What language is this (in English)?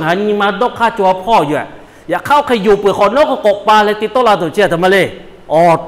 Lahu